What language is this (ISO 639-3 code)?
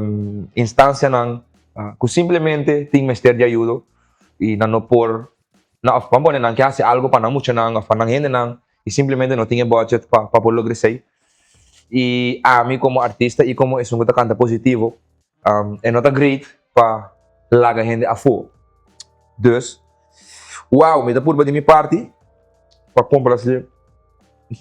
pap